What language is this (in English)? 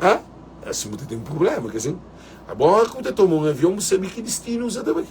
Kabuverdianu